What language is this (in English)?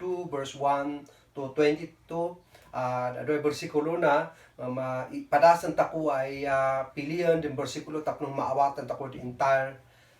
Kankanaey